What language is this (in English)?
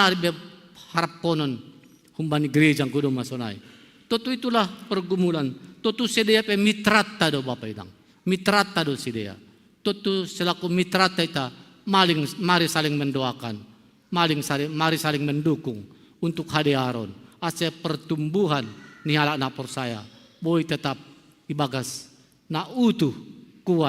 Batak Simalungun